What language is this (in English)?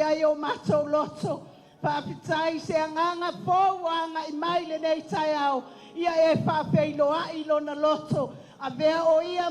Samoan